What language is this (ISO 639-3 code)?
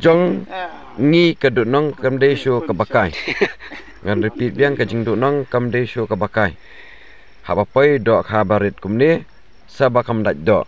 kha